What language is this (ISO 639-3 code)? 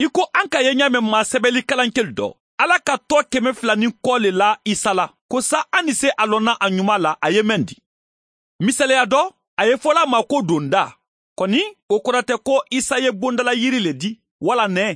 man